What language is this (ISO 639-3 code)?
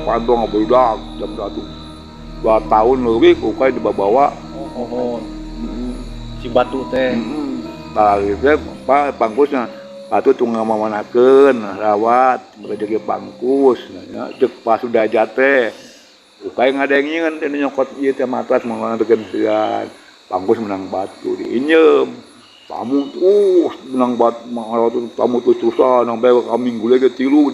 sun